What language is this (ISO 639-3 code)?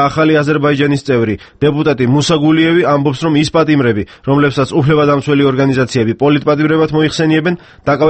kat